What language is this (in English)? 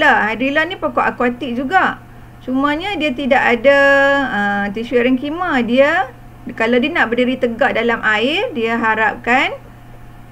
Malay